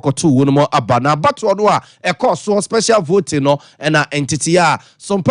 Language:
Akan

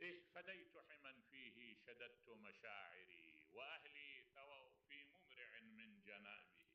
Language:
Mesopotamian Arabic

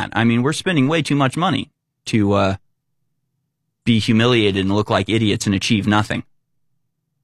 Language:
English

